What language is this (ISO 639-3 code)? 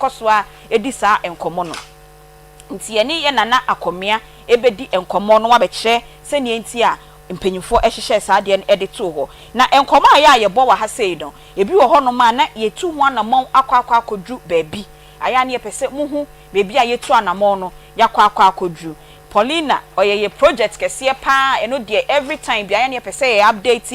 aka